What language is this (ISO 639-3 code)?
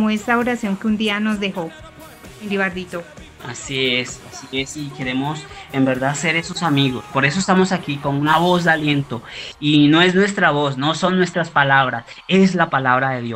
spa